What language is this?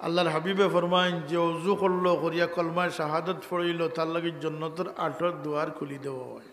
Sylheti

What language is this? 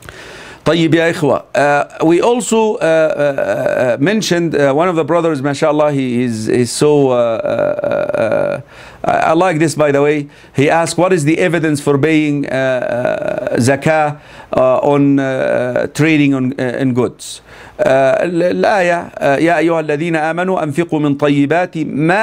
English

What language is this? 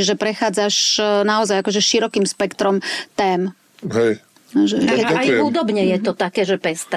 Slovak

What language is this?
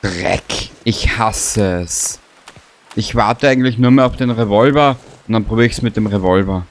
Bavarian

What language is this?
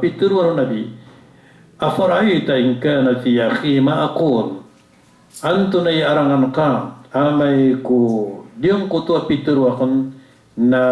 Maranao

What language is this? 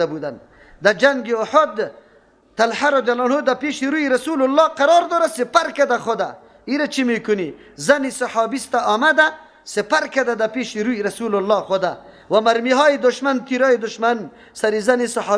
Persian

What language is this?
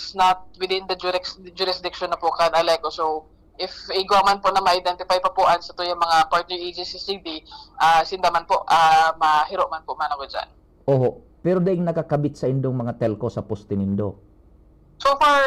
Bikol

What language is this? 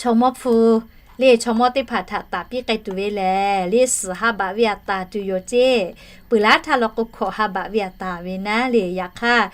Lahu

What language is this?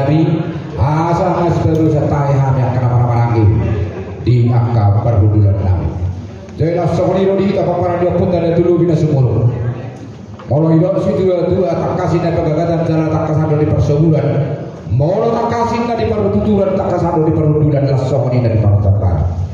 Batak Toba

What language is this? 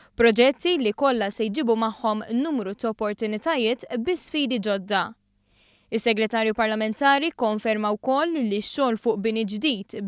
Maltese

